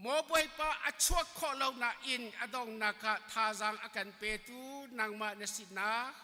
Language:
Hakha Chin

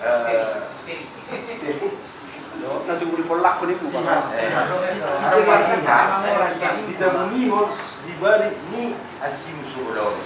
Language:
Batak Toba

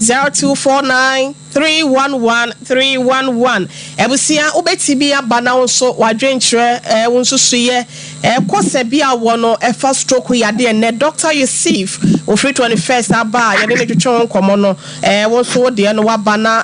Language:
Akan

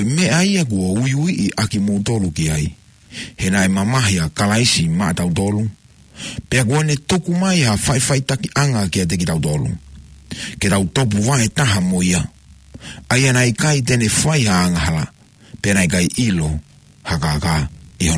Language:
Tongan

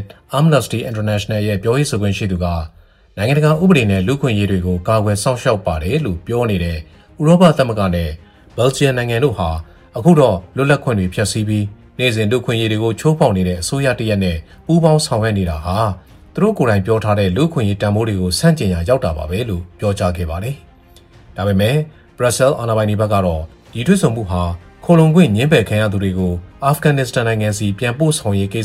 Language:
Burmese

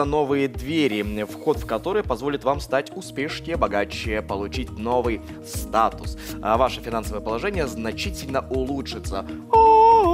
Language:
Russian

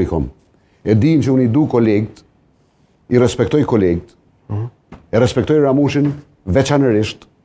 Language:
Albanian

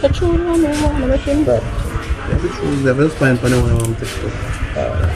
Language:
Jamaican Creole English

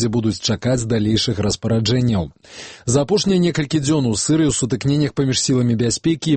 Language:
Belarusian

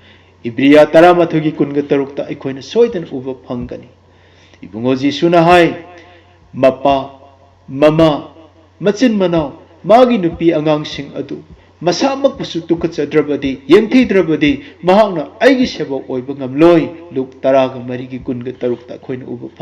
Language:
Manipuri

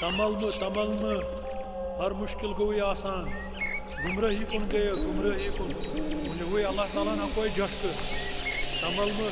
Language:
Kashmiri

